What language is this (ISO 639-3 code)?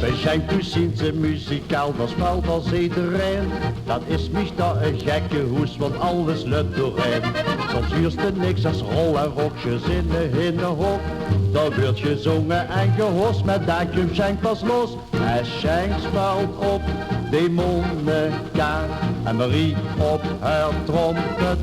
lim